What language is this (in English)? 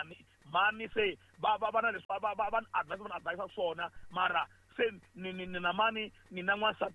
Tsonga